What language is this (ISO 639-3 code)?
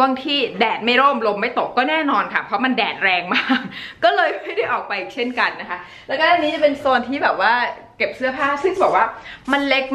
tha